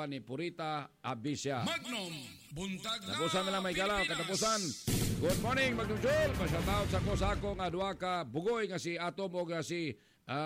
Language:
Cebuano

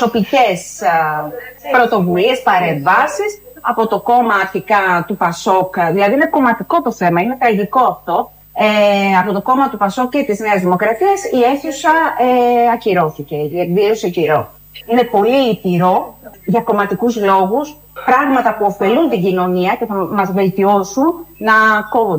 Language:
Greek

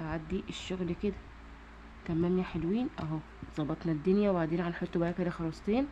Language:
Egyptian Arabic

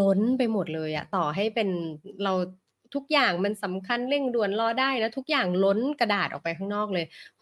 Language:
Thai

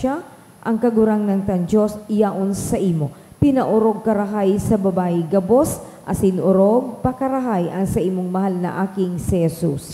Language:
Bikol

